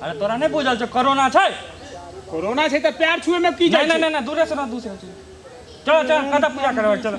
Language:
Maithili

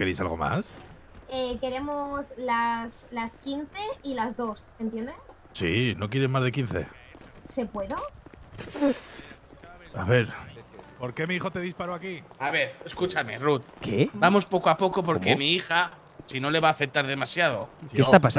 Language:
Spanish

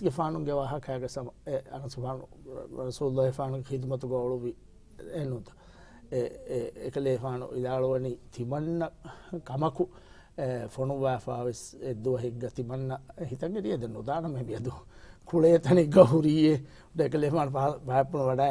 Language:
Divehi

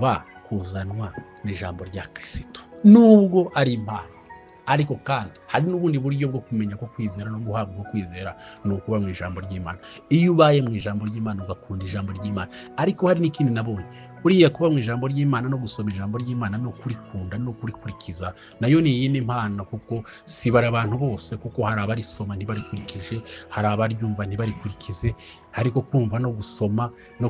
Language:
Kinyarwanda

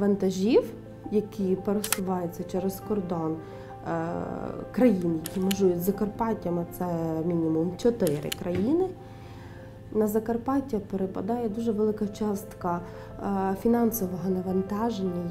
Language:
Ukrainian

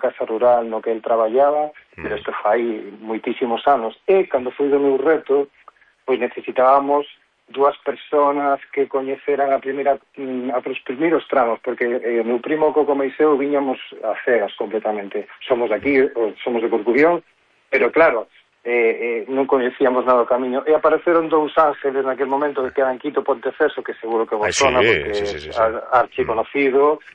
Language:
Galician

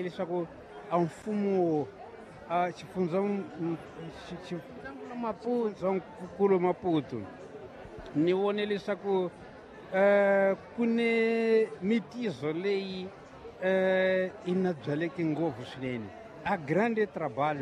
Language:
Tsonga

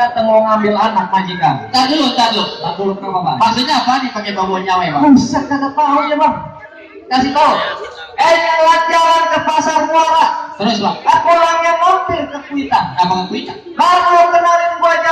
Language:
Betawi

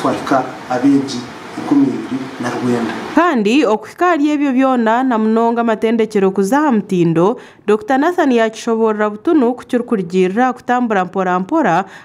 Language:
Nyankole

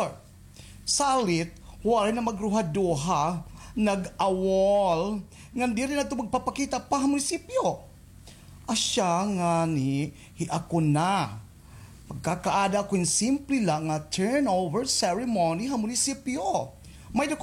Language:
Waray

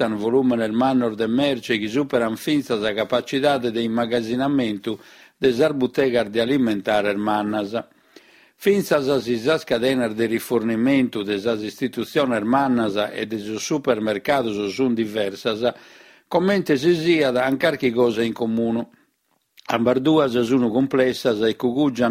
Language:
Sardinian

